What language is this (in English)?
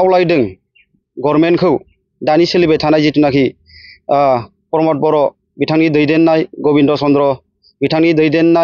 Bodo